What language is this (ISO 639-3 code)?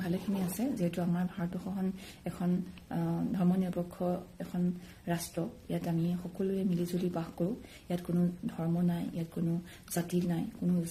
asm